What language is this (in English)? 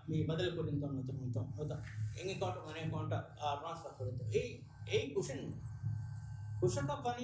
Divehi